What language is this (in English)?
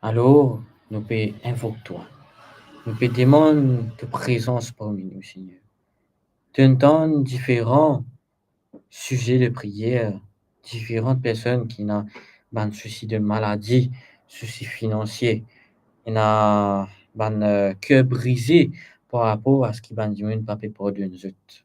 Morisyen